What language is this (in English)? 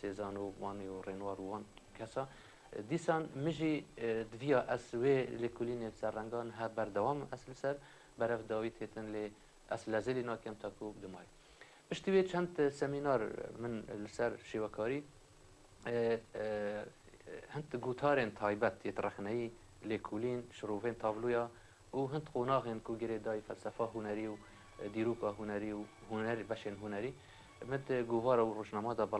Kurdish